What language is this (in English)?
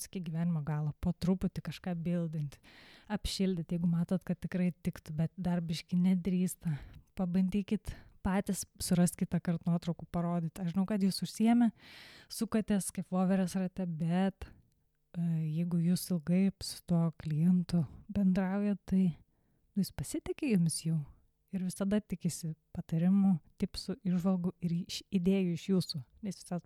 Lithuanian